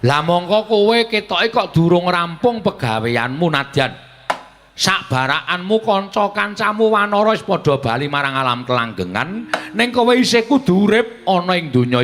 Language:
Javanese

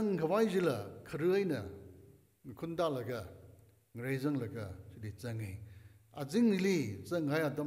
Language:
Tangkhul Naga (India)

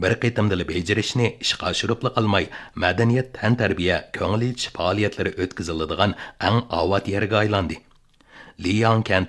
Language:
Uyghur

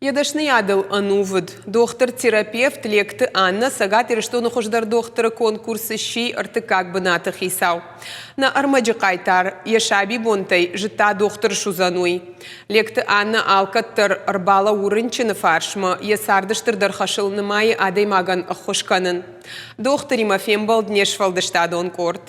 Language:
Ossetic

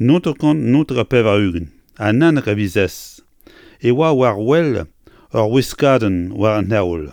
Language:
Breton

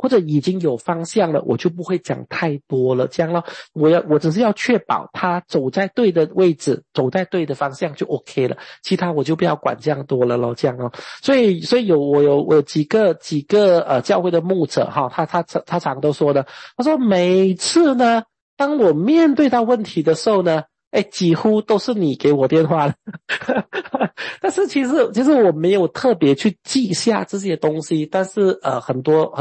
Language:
Chinese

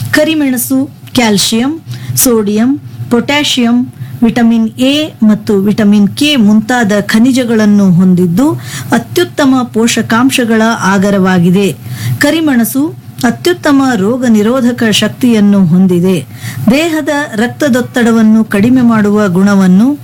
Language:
Kannada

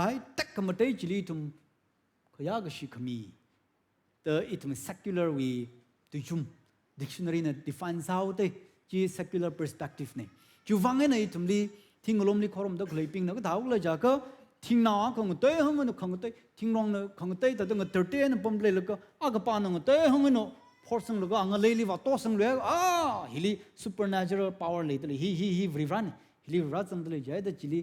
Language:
Tangkhul Naga (India)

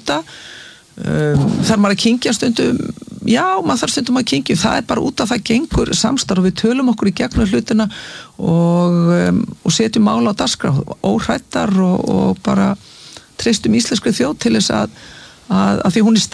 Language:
Icelandic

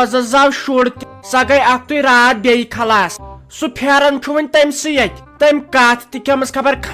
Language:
Kashmiri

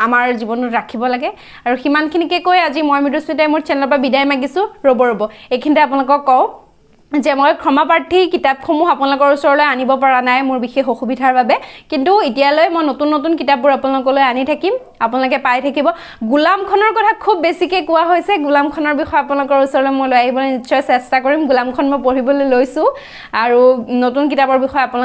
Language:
Assamese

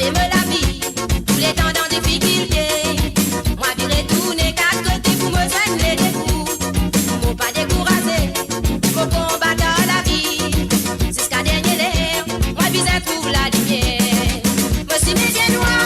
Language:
Morisyen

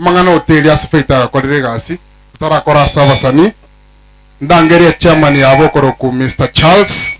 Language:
Gusii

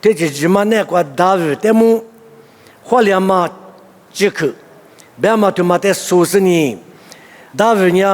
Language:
Lisu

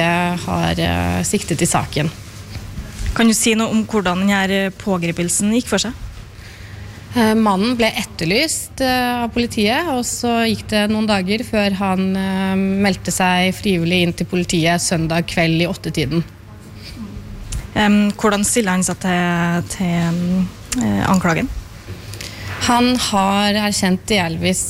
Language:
Norwegian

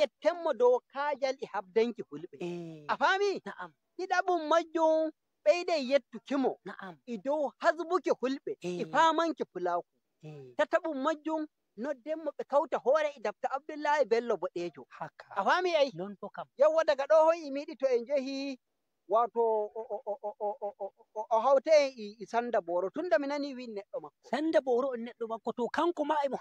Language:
Fula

